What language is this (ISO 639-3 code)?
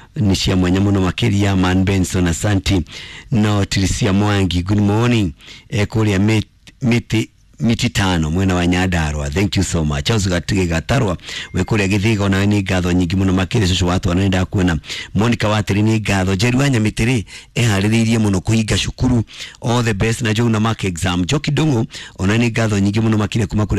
kik